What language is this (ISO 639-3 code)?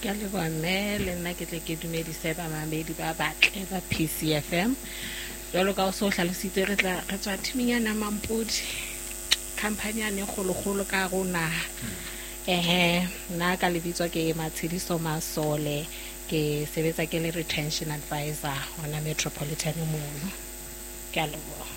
sot